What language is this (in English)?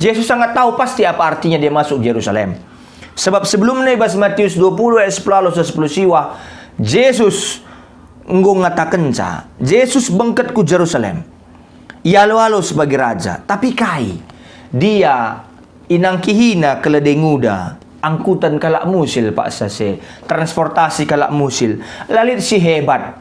Batak Karo